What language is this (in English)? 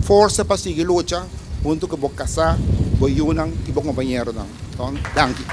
Papiamento